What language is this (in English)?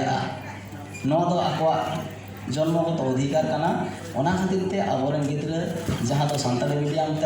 Santali